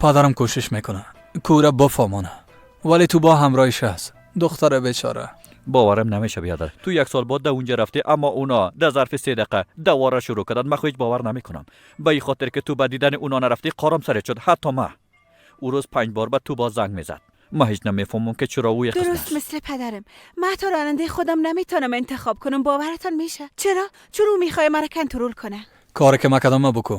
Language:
Persian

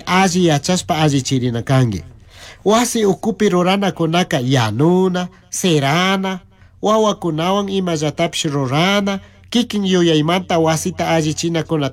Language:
Chimborazo Highland Quichua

